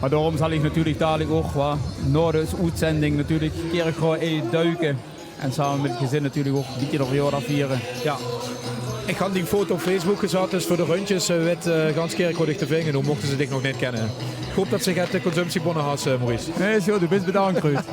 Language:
Limburgish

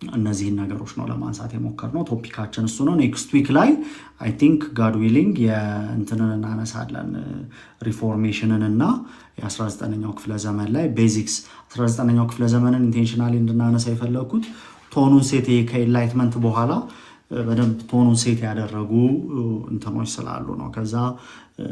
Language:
Amharic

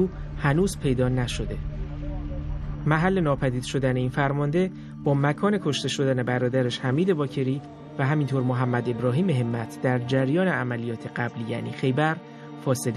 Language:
Persian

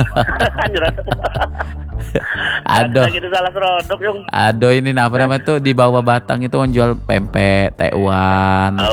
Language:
Indonesian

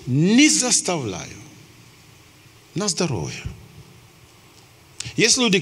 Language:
Russian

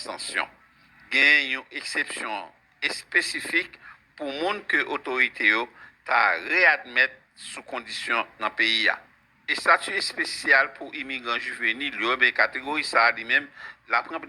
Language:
Haitian Creole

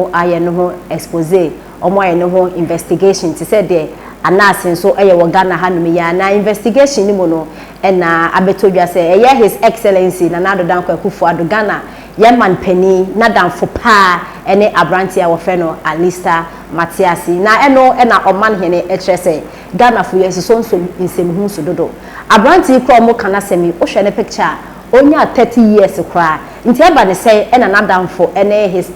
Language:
Akan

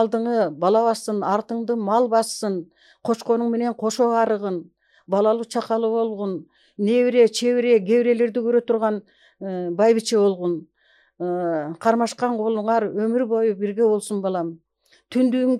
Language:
Kyrgyz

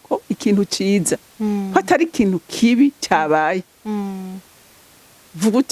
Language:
Rundi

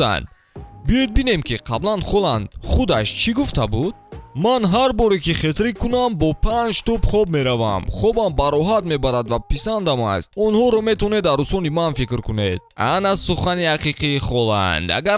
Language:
Tajik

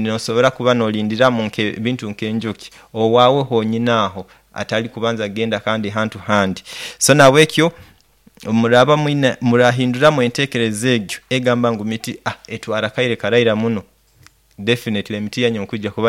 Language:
Nyoro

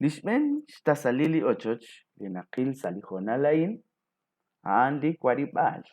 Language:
Kekchí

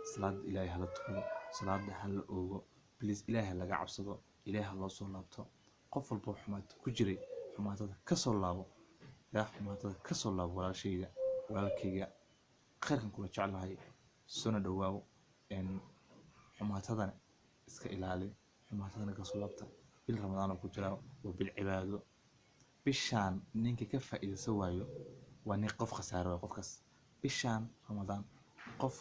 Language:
Somali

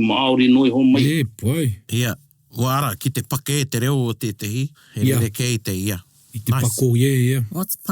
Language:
Māori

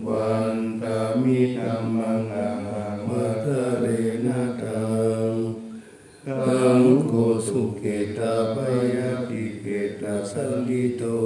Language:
Pali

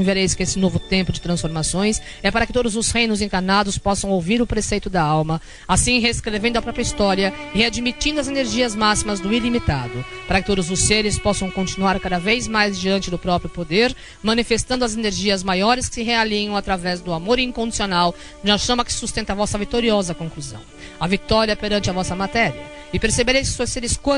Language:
Portuguese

